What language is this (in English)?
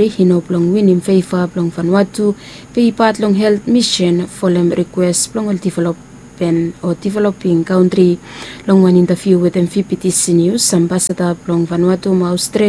Bislama